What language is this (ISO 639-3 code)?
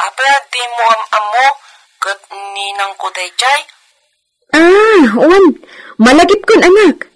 ilo